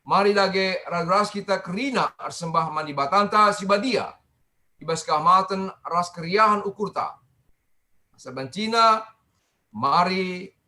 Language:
Batak Karo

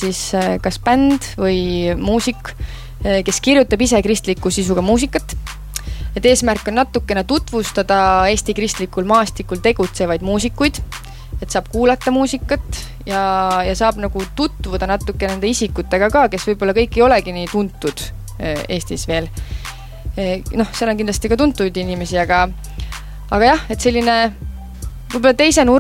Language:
Estonian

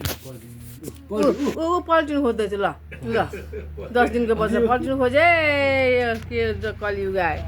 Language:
Nepali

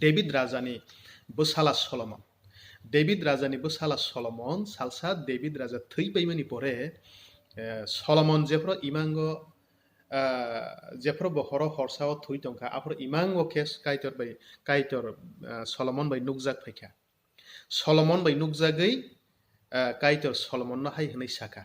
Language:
Kok Borok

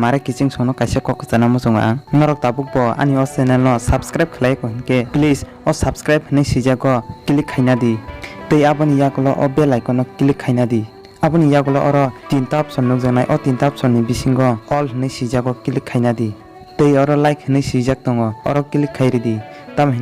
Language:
Kok Borok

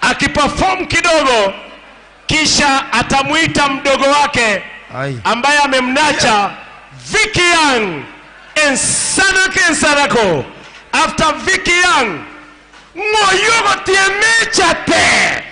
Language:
Gusii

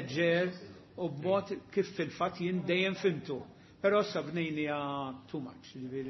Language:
Maltese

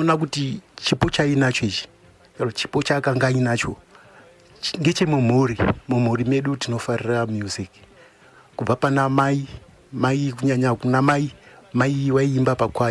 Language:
Shona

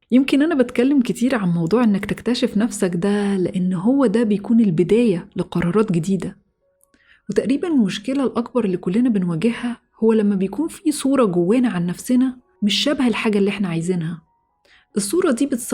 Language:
Egyptian Arabic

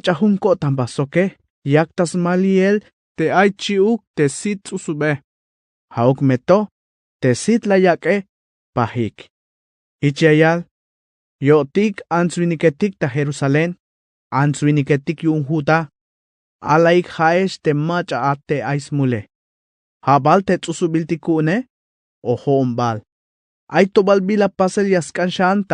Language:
Tzeltal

